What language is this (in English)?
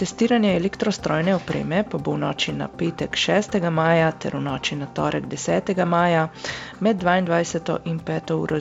Slovenian